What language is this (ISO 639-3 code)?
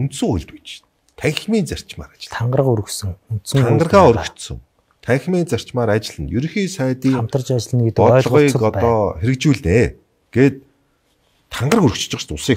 mon